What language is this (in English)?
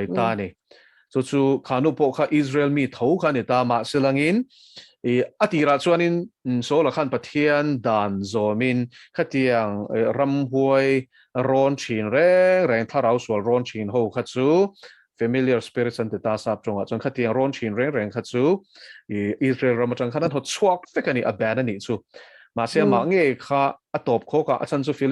Mizo